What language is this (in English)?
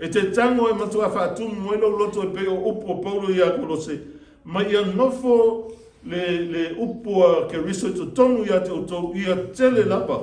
Samoan